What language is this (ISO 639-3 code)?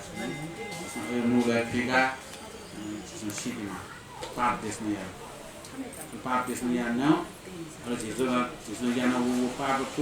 new